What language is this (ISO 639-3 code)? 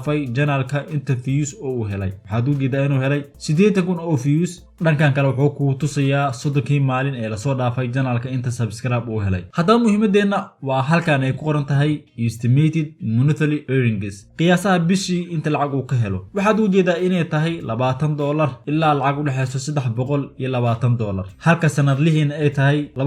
som